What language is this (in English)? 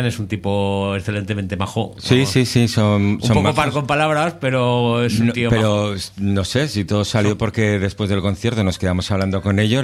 Spanish